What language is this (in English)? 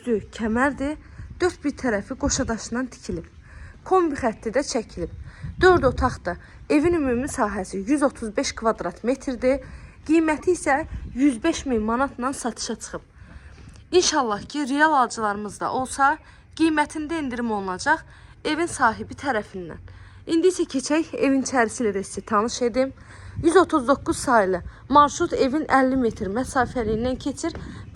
Azerbaijani